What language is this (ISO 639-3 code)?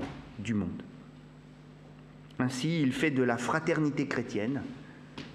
fra